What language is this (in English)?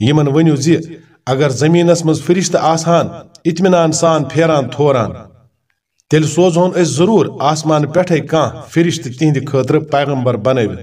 Kashmiri